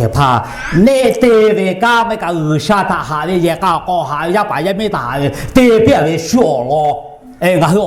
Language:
Lahu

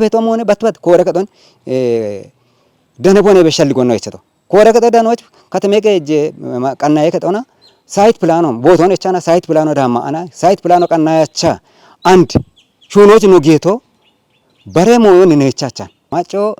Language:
Kafa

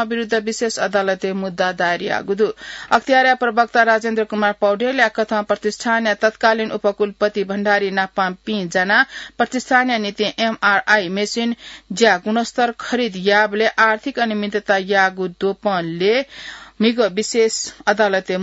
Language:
Newari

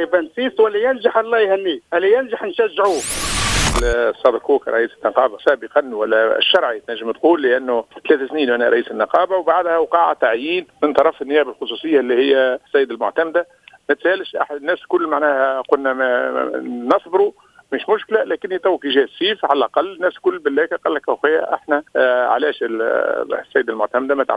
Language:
Tunisian Arabic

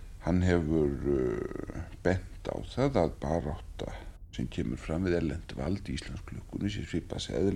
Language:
Icelandic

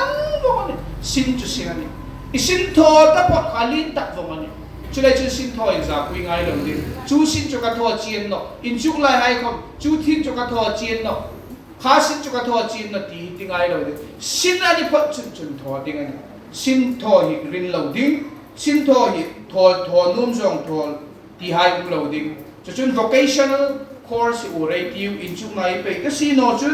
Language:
Hmar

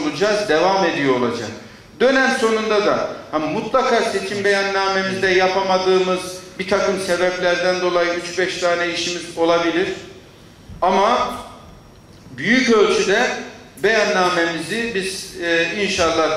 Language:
Turkish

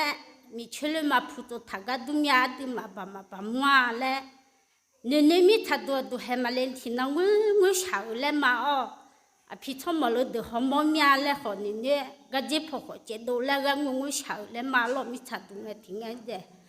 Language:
Akha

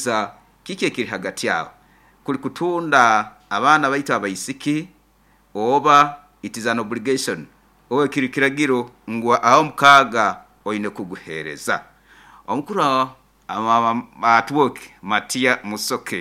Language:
Nyoro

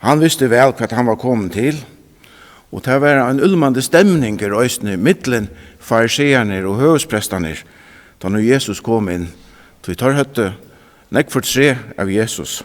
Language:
Faroese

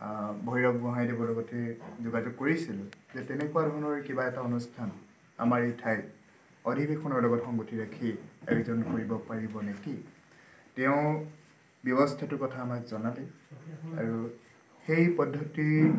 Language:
Assamese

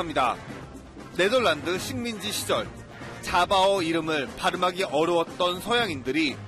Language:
Korean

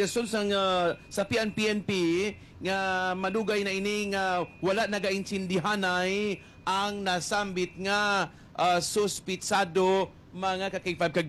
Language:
Hiligaynon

